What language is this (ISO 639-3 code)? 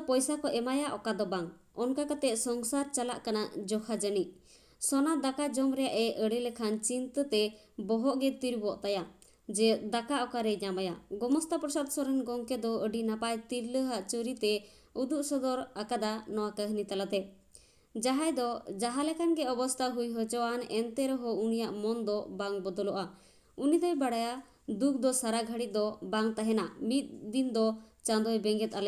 sat